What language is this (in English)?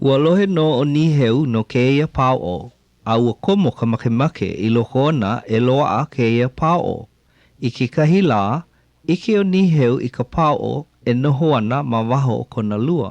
Hawaiian